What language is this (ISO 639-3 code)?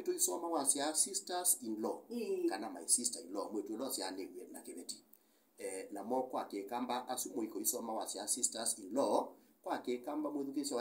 kam